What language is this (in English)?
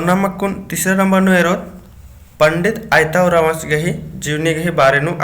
Kurukh